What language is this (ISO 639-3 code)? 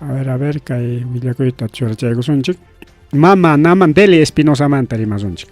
quy